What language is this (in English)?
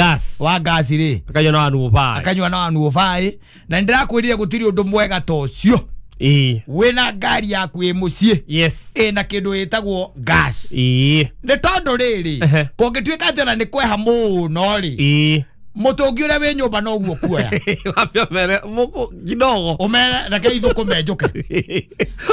Kikuyu